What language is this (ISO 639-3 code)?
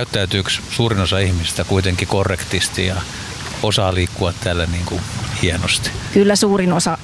fin